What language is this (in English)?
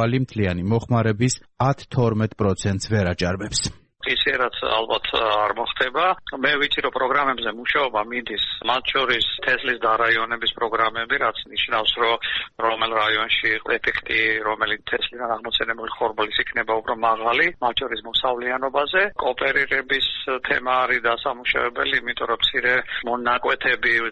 Georgian